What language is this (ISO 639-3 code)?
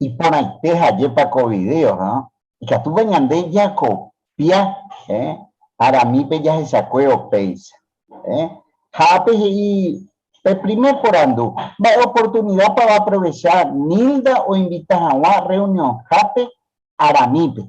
grn